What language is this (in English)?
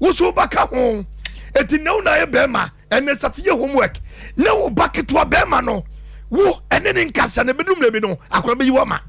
Akan